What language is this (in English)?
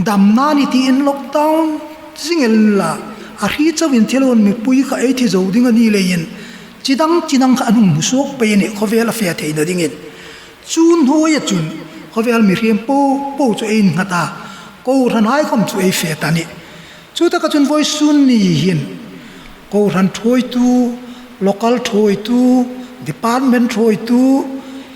Hmar